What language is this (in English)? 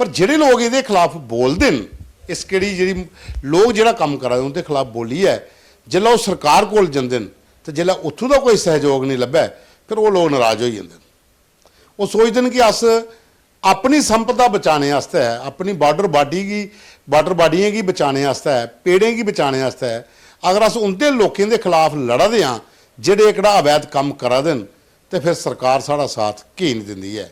Dogri